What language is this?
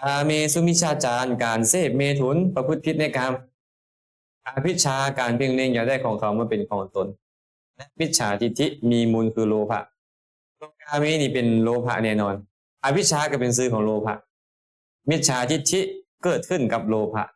Lao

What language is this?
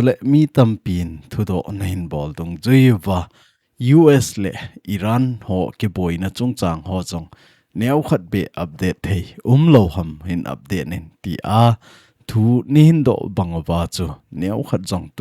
Thado Chin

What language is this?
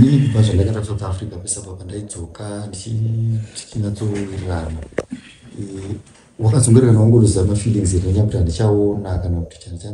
Shona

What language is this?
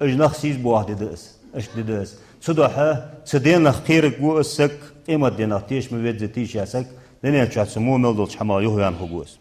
Ingush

